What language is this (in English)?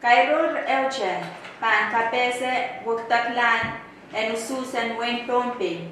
Pohnpeian